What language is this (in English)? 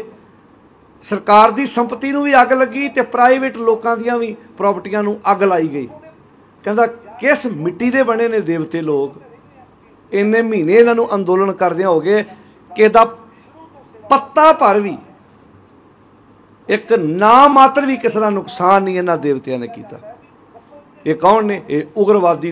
Punjabi